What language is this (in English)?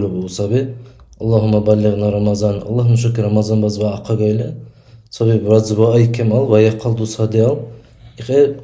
Dargwa